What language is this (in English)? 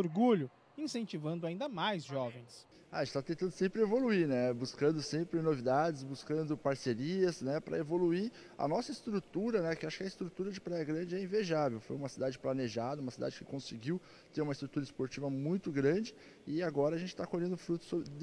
Portuguese